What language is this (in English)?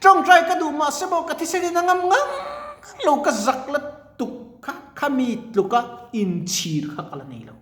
Mizo